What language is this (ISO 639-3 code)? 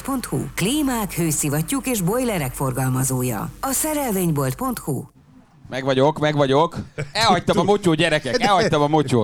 hun